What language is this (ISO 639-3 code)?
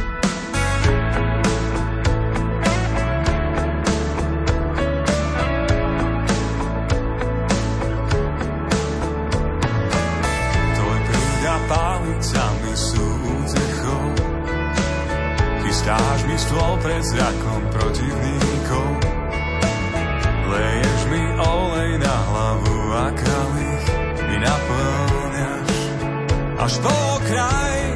slk